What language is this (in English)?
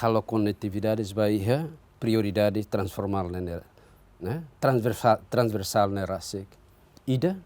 Tetum